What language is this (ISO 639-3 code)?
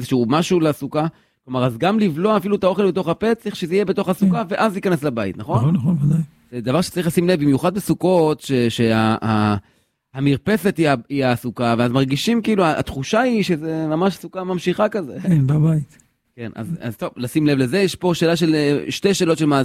heb